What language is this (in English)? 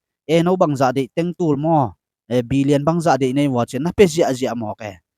Tedim Chin